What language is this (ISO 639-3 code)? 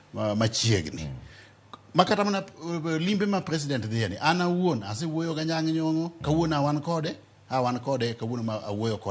luo